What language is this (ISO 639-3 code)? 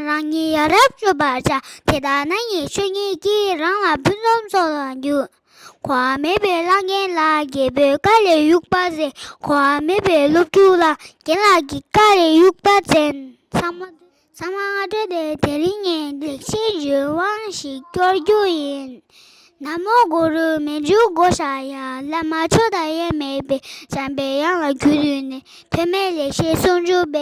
bod